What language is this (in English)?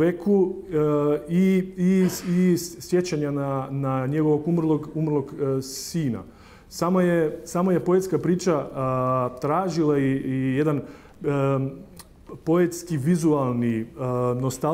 Croatian